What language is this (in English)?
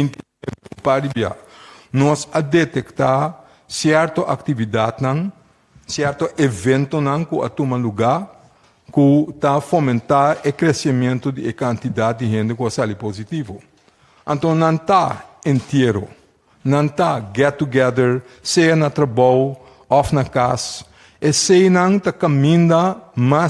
Papiamento